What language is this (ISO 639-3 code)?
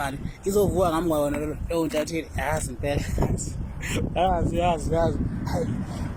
zul